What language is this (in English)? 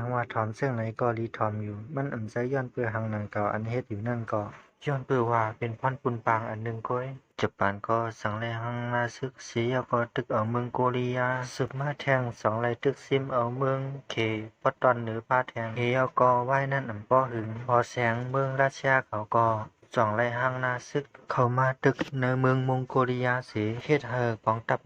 Shan